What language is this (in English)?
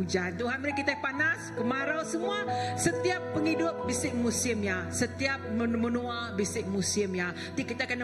Iban